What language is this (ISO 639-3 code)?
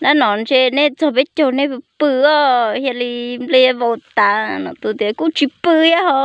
hmn